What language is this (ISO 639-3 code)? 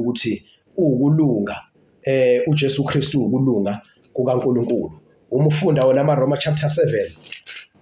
zul